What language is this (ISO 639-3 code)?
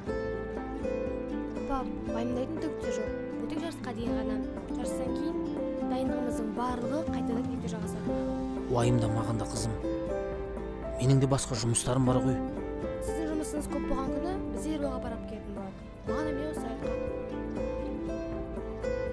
kaz